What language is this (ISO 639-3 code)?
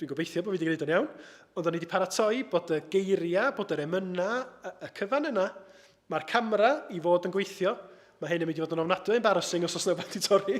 cym